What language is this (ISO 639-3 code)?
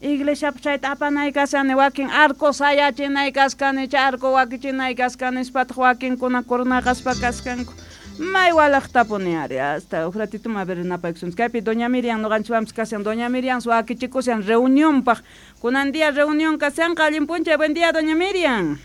quh